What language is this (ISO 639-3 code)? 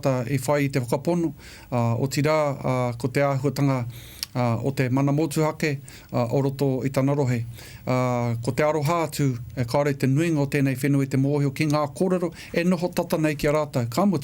mri